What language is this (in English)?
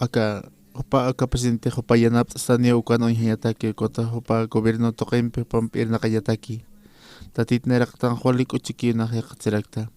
Aymara